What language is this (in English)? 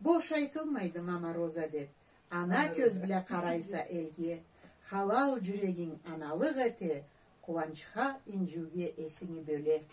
Karachay-Balkar